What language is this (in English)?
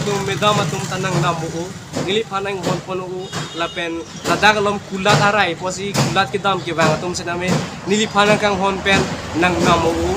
Karbi